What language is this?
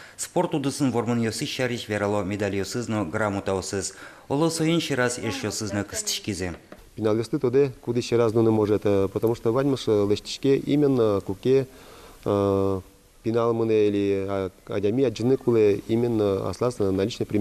Udmurt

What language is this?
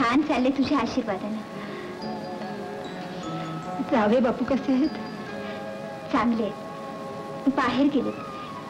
Marathi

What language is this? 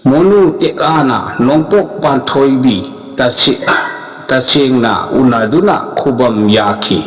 Manipuri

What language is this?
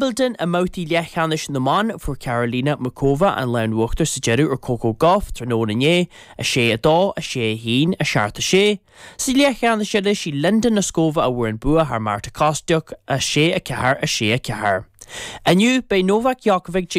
Irish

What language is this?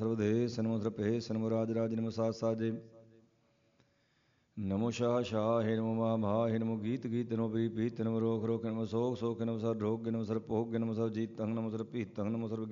Punjabi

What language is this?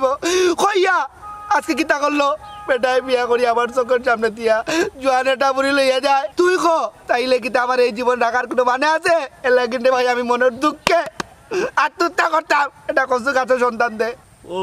Sylheti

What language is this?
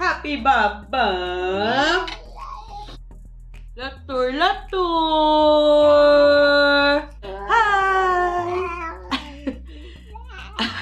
Filipino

